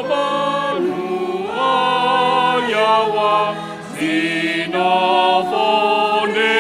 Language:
Nias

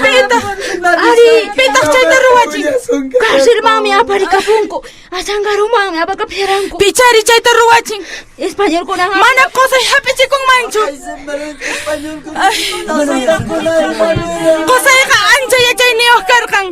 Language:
Quechua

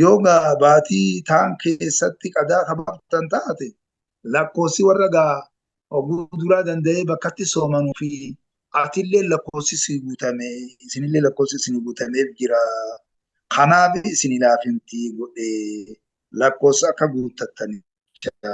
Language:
Oromo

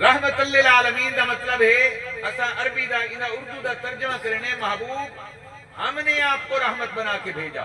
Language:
Saraiki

